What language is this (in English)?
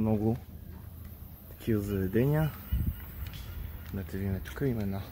Bulgarian